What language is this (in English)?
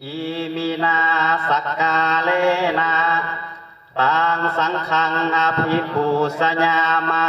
Pali